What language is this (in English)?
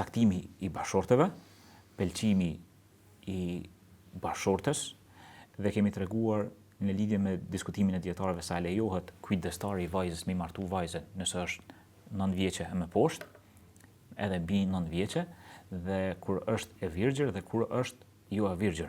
Albanian